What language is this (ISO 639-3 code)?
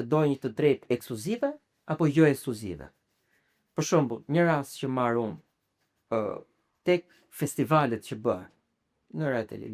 sqi